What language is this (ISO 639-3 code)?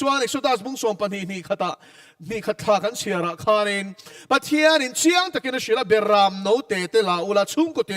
lus